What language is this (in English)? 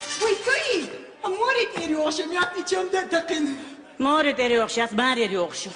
Chechen